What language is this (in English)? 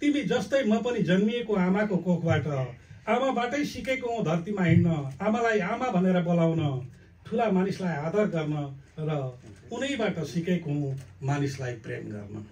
Nepali